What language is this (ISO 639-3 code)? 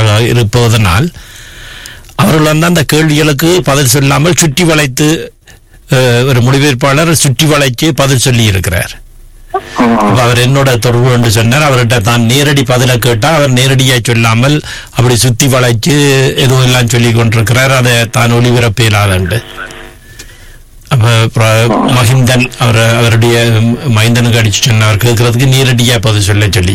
tam